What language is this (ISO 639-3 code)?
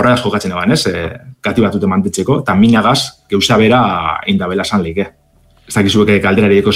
eus